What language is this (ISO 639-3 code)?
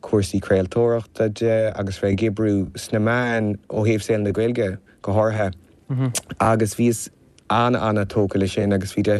gle